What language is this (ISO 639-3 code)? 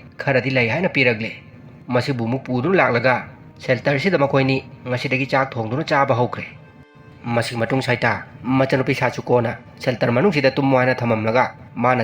mni